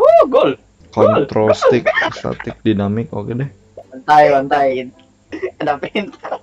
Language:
Banjar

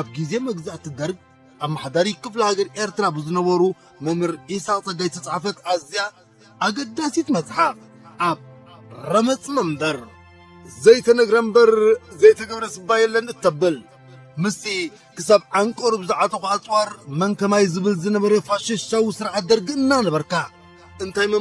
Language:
Tigrinya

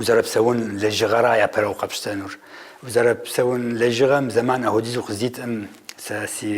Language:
Kabardian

